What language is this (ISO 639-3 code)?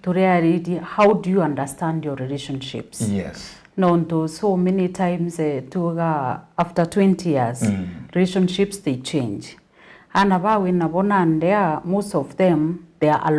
mer